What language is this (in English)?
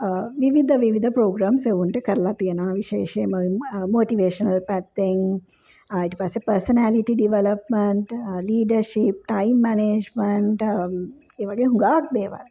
Sinhala